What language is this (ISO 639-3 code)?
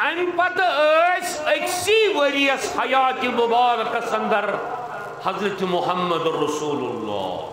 kas